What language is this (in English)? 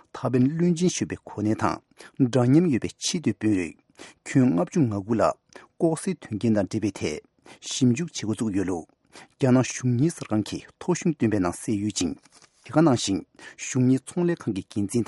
Tibetan